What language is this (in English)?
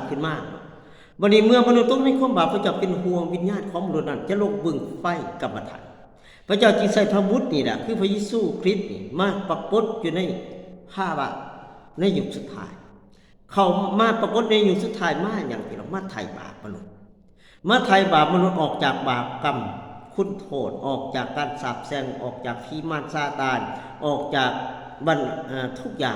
Lao